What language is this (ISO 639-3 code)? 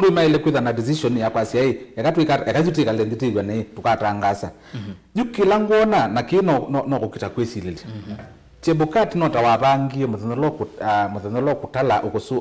kam